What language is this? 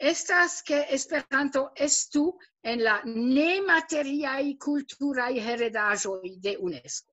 Esperanto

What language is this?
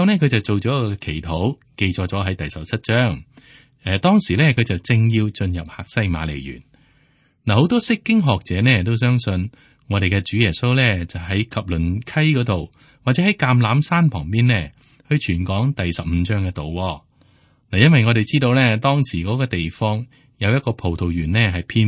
Cantonese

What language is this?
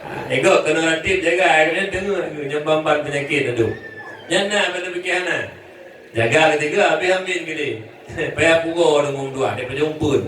Achinese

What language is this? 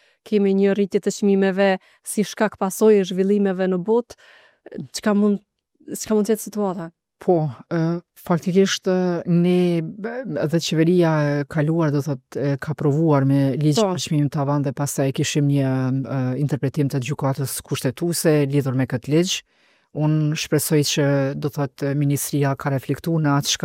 Albanian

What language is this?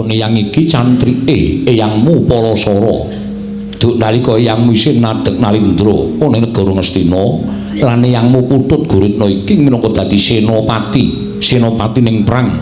Javanese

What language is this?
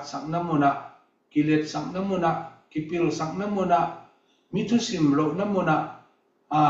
Tedim Chin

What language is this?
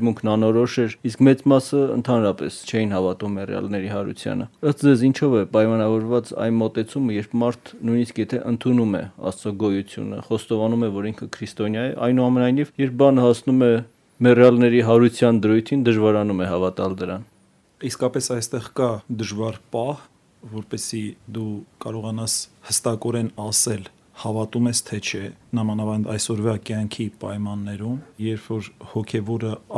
Armenian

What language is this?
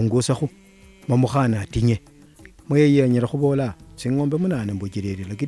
Luyia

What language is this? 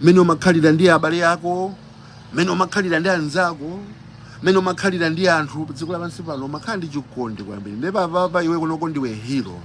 Nyanja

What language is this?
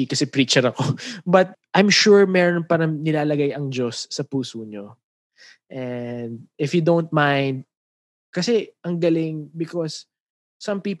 Filipino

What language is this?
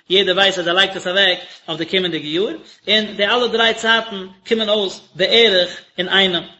Yiddish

